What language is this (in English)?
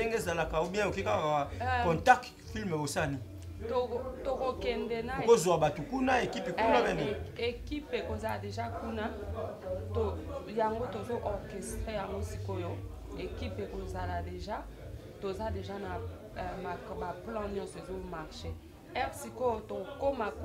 Lingala